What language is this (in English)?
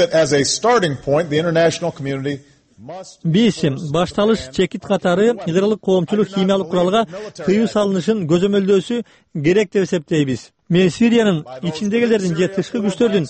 Kyrgyz